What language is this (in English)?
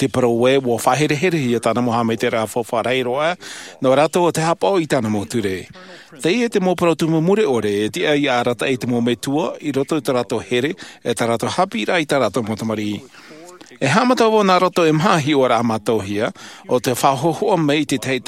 Tahitian